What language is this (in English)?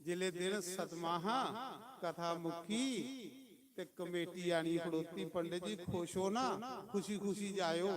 Dogri